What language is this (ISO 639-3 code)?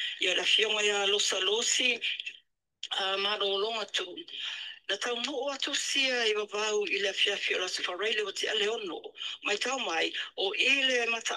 smo